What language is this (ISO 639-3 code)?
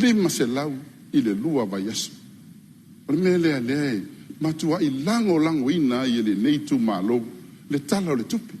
smo